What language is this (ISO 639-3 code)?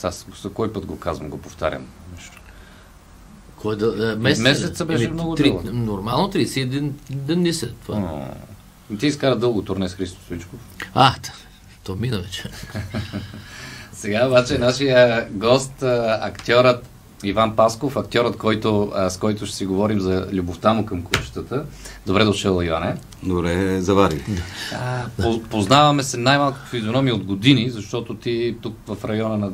bul